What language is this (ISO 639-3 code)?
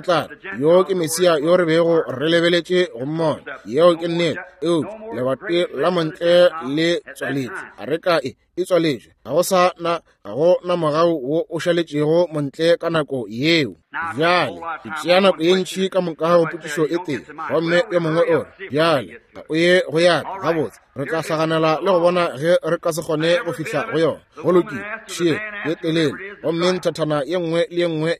nso